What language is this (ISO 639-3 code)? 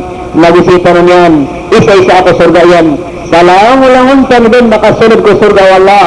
mrw